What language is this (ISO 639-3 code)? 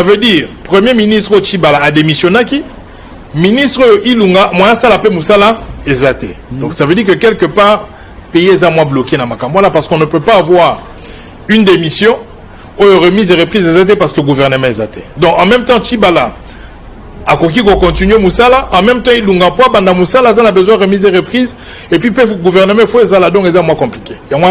lin